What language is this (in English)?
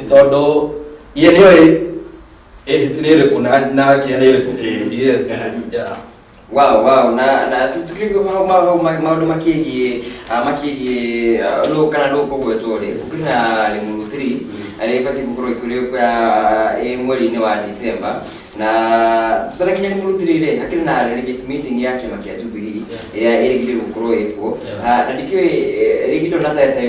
Kikuyu